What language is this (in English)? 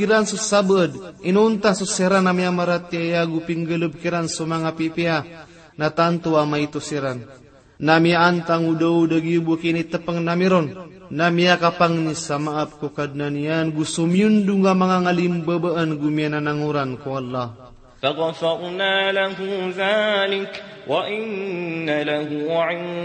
Maranao